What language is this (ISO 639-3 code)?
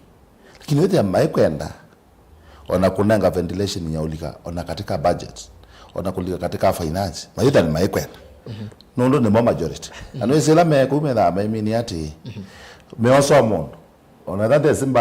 kam